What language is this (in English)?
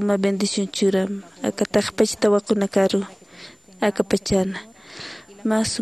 Aymara